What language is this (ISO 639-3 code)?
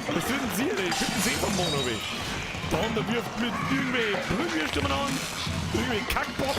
bar